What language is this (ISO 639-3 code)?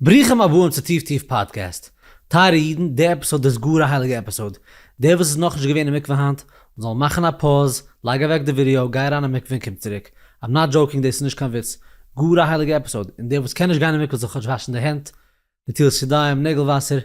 yid